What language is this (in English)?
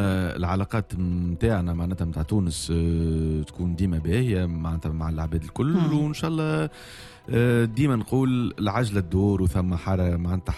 Tunisian Arabic